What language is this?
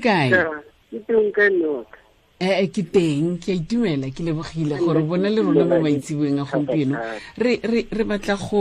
Tswana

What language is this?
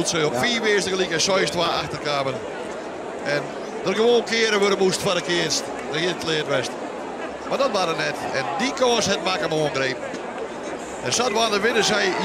Western Frisian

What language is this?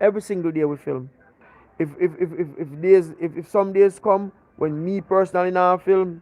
Jamaican Creole English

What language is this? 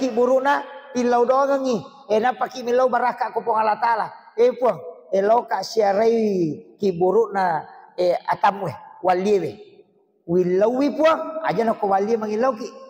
Buginese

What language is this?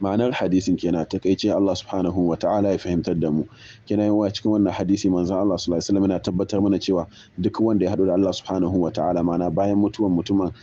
Hausa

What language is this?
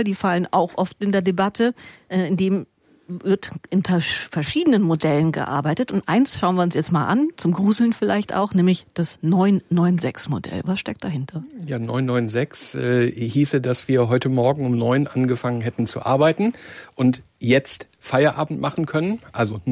German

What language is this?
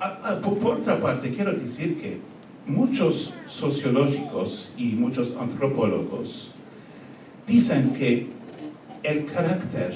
Ladino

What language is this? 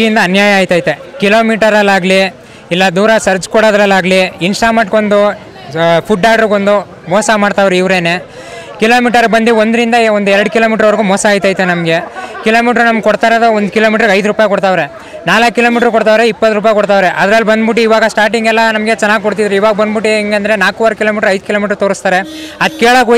Kannada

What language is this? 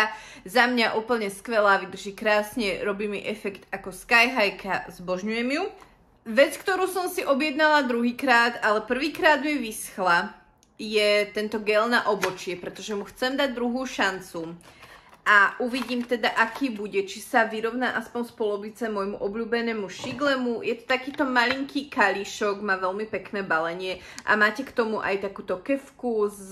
Slovak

